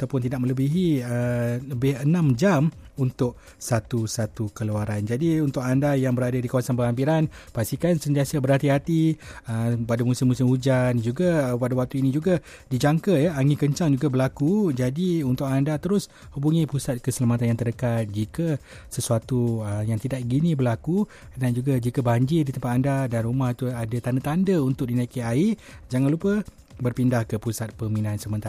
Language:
Malay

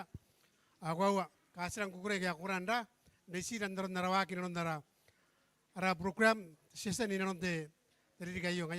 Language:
Gilbertese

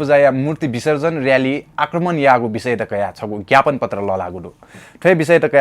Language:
Newari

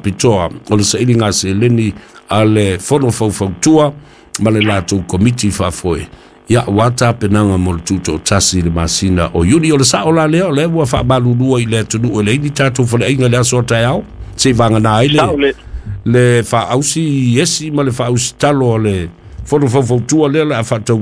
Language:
Samoan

